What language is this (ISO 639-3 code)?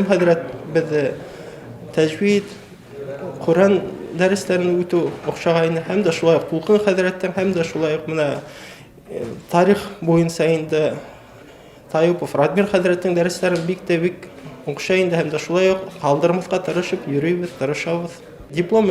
bak